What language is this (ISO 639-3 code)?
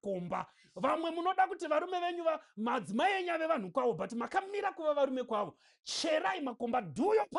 sna